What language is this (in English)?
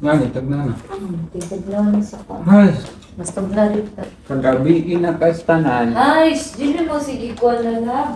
Cebuano